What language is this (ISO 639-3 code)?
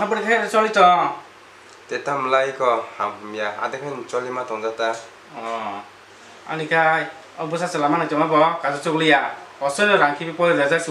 trp